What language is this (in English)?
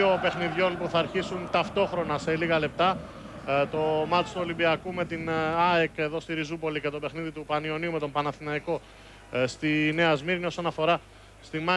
Greek